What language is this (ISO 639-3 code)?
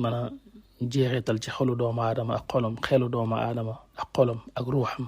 wol